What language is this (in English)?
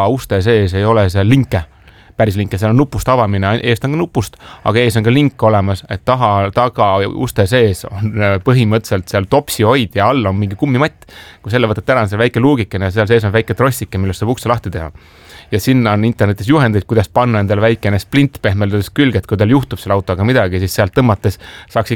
Estonian